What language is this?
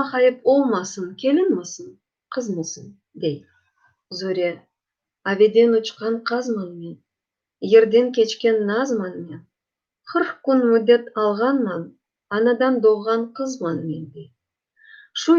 Crimean Tatar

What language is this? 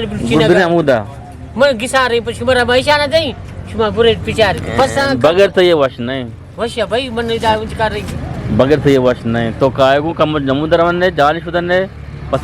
Eastern Balochi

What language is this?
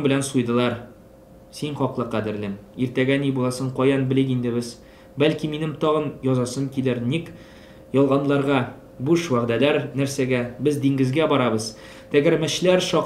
Tatar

